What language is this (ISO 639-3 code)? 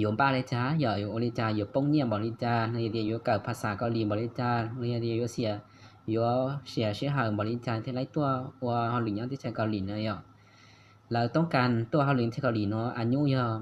hmn